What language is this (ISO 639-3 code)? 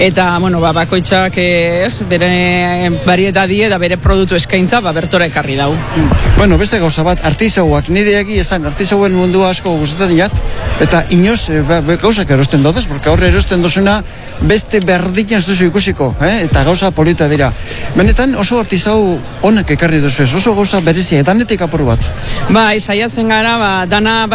eus